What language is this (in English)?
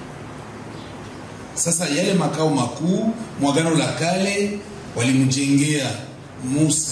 Swahili